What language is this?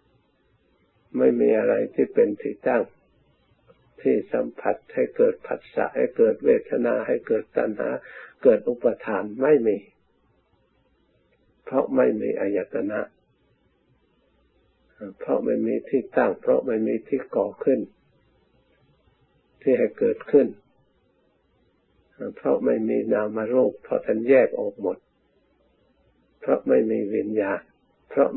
Thai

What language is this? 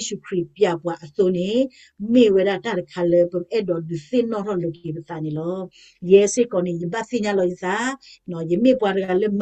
S'gaw Karen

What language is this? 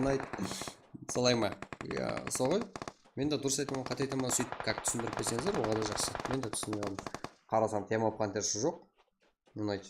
Kara-Kalpak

